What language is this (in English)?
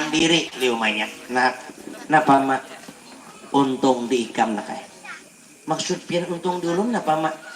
Banjar